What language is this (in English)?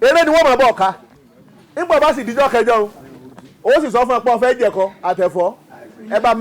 Yoruba